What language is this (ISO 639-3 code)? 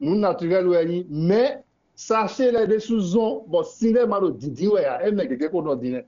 fon